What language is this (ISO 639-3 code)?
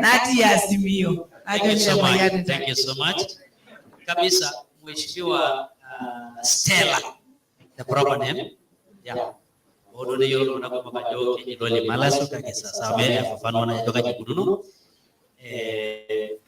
mas